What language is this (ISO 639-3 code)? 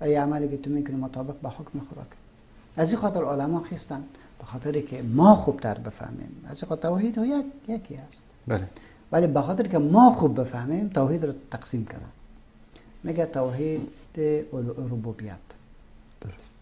fas